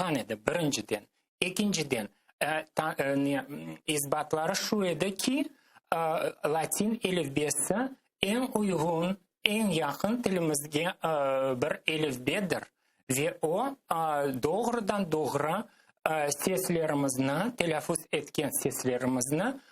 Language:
Crimean Tatar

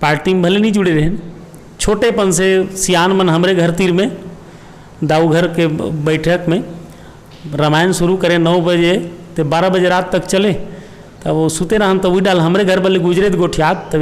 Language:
Chhattisgarhi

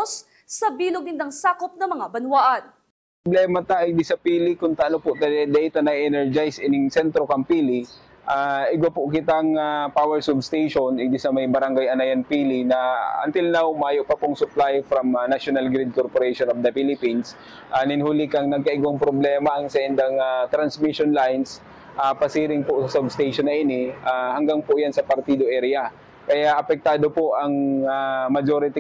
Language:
Bikol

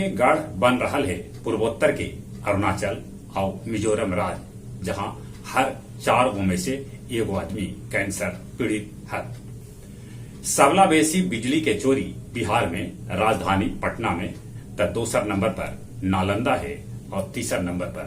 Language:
Magahi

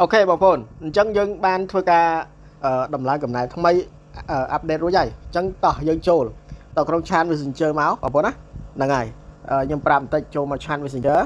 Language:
Khmer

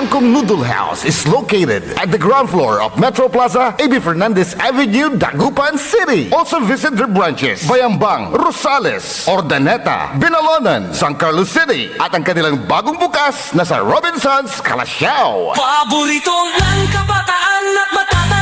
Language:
Pangasinan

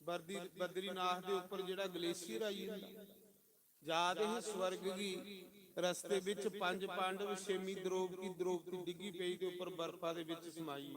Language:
Dogri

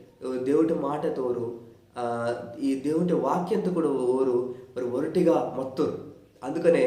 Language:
Koya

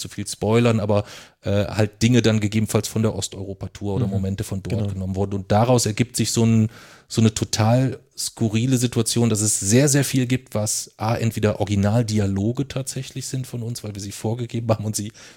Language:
German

